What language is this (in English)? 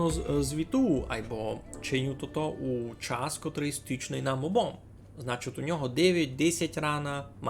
Rusyn